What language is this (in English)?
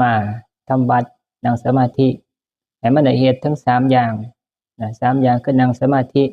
Northeastern Thai